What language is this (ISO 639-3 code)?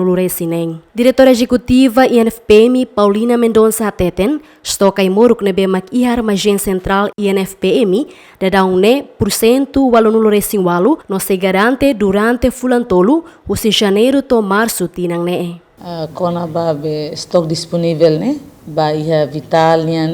tet